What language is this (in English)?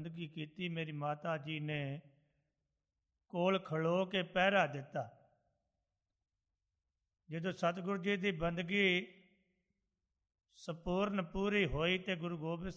Punjabi